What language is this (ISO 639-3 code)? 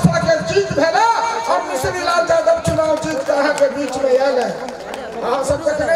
mai